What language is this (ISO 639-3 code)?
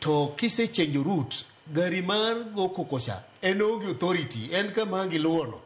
luo